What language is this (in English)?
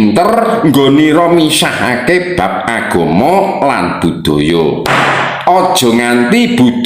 Javanese